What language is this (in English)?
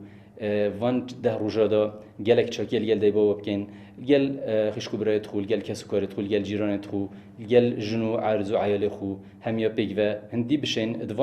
Kurdish